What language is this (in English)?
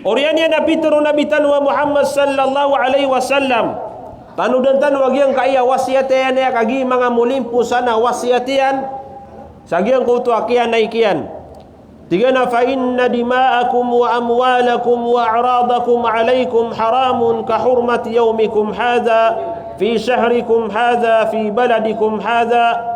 Maranao